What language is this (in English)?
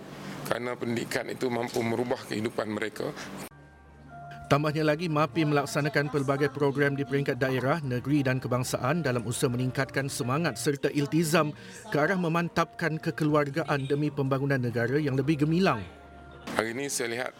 Malay